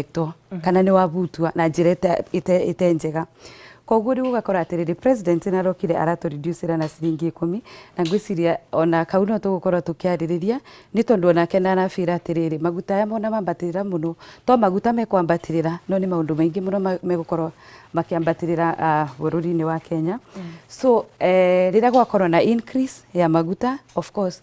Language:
Kikuyu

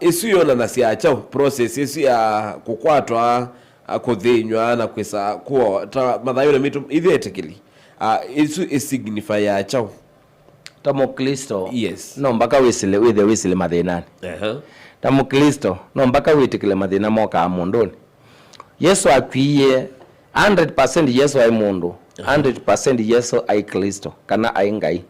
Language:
Kamba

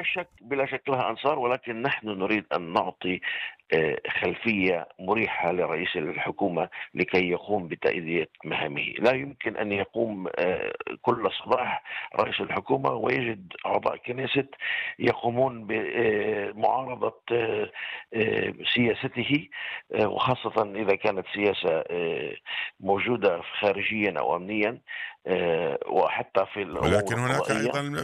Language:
Arabic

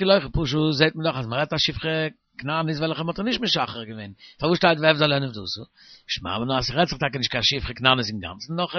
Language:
Yiddish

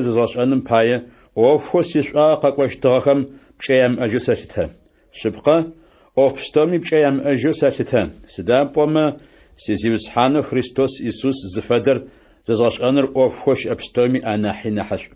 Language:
Adyghe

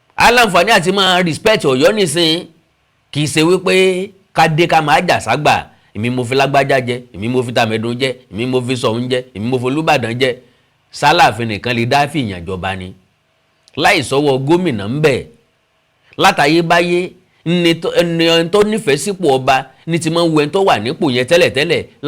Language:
Yoruba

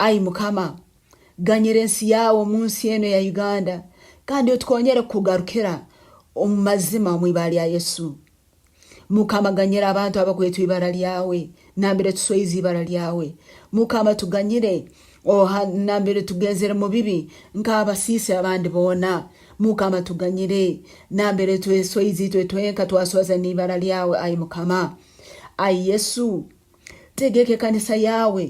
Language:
Nyankole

